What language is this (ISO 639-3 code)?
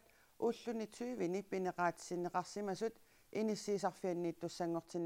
kal